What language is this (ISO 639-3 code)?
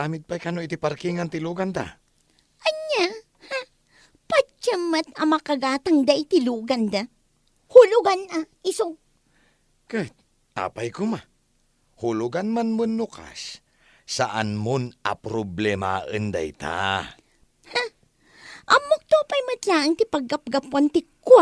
ilo